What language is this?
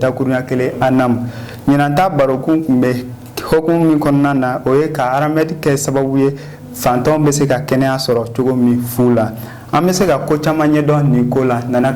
Bambara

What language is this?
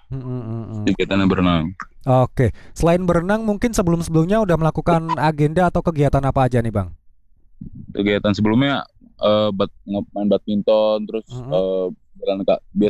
Indonesian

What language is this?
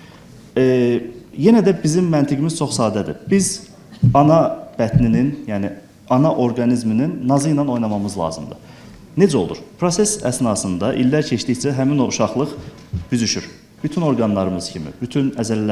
Azerbaijani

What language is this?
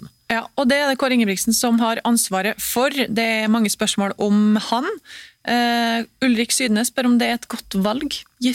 Norwegian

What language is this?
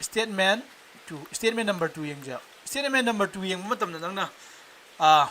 Manipuri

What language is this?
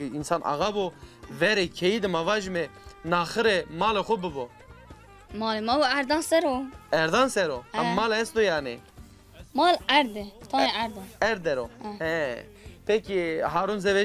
Zaza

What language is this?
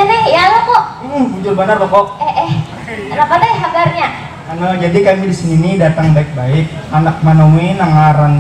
Banjar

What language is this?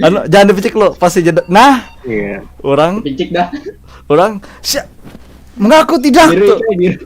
Banjar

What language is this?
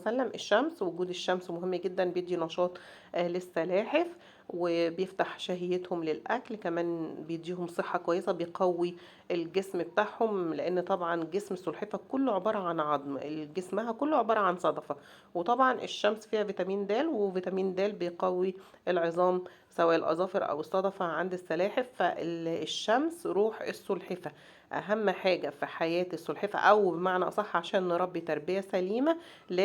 Egyptian Arabic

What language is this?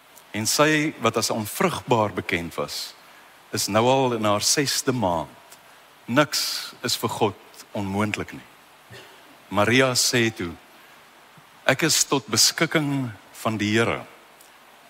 Afrikaans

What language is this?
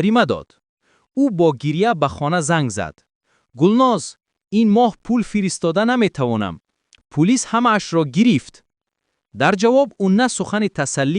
Tajik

